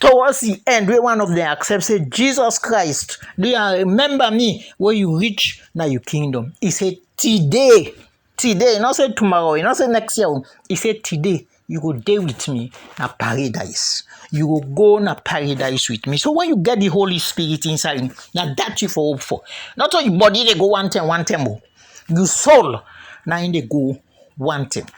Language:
Krio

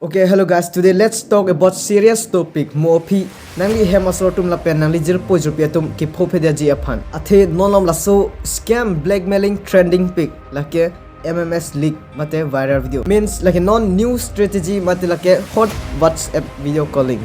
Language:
Karbi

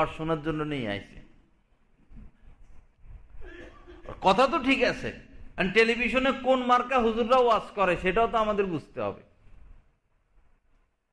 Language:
Bangla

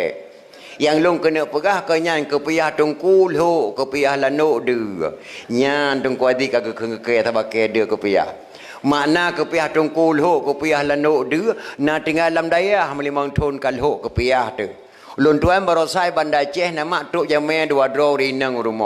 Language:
Achinese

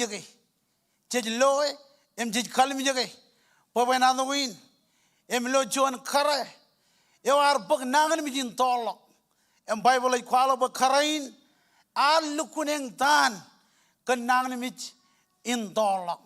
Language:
Marshallese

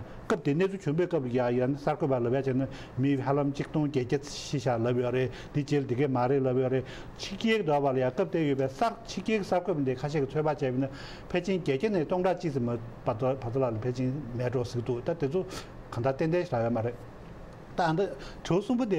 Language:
Tibetan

